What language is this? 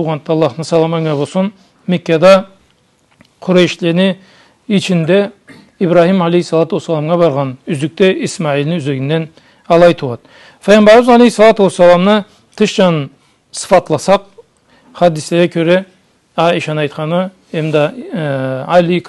Karachay-Balkar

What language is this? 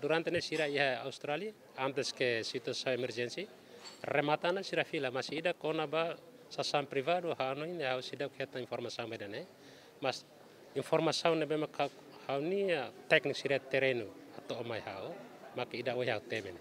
Tetum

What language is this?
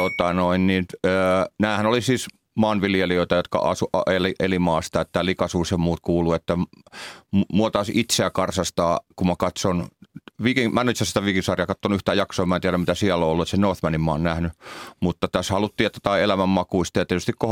Finnish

